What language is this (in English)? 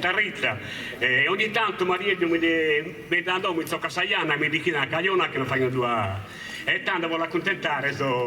Sardinian